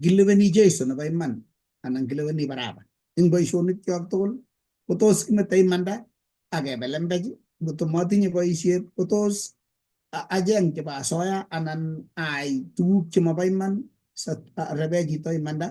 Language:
Kalenjin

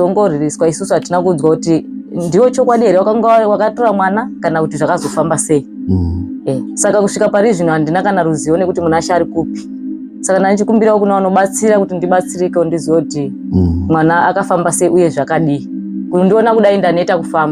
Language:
Shona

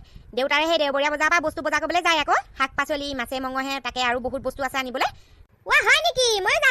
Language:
Assamese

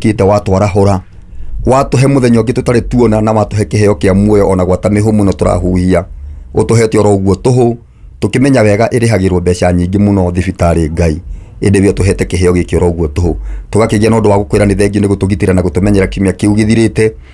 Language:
Kikuyu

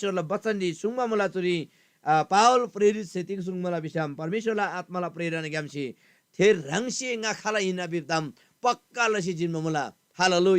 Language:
Eastern Tamang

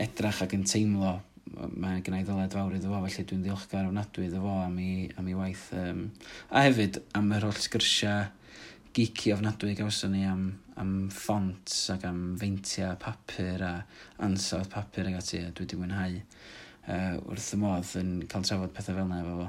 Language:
Welsh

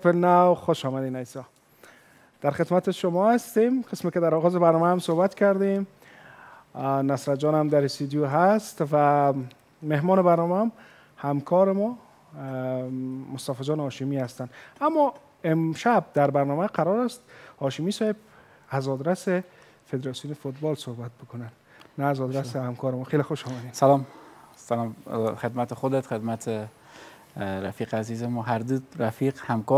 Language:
Persian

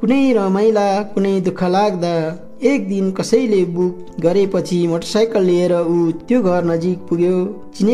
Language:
Nepali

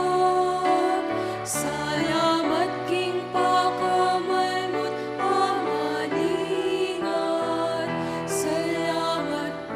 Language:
Pampanga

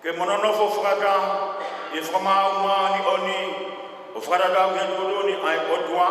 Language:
Tongan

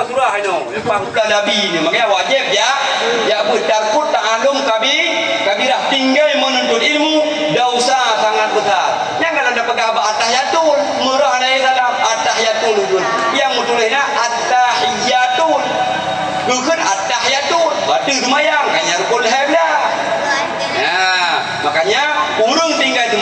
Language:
Achinese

